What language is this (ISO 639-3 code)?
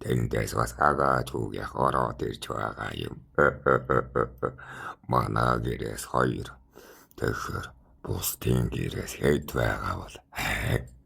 mon